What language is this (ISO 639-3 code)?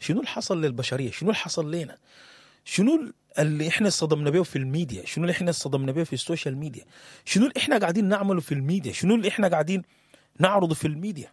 apd